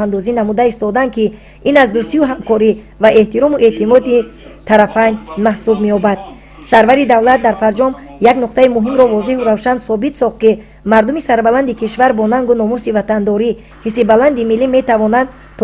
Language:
Tajik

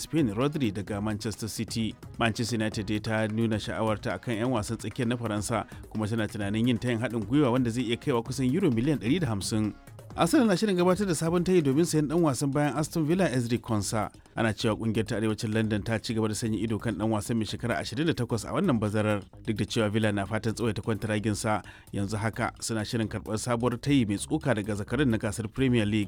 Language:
Hausa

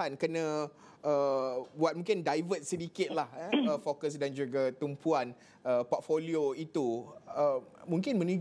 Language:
Malay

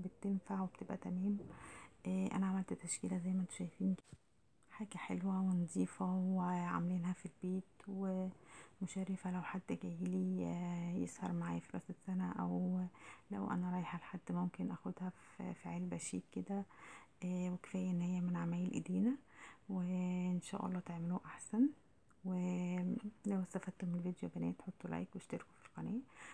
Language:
Egyptian Arabic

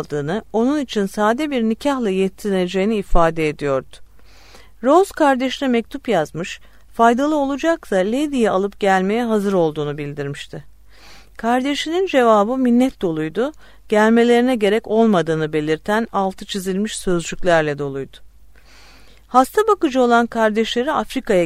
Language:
Turkish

